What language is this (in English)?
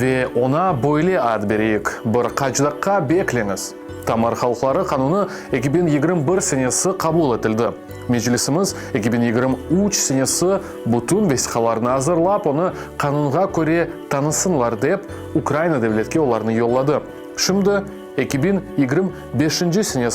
Crimean Tatar